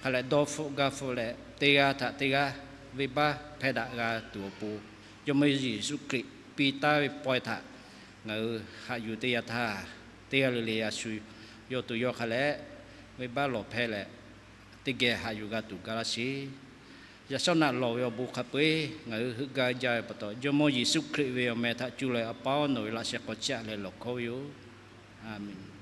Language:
Lahu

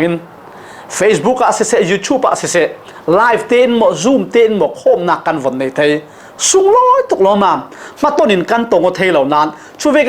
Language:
Falam Chin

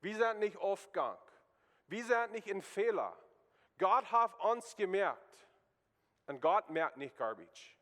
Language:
Plautdietsch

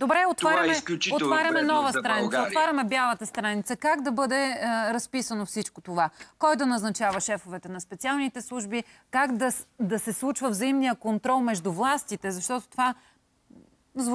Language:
Bulgarian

